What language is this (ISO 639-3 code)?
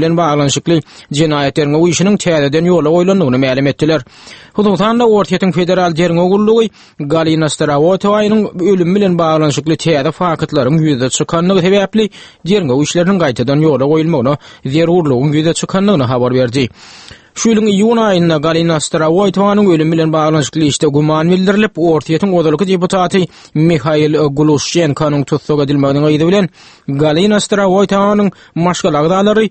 tuk